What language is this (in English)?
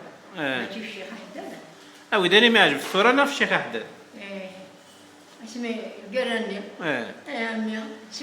Kabyle